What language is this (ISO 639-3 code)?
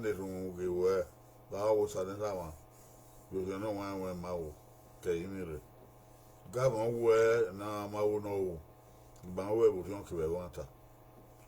bin